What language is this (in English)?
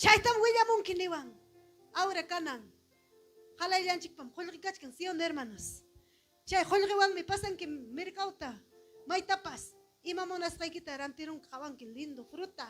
Ayacucho Quechua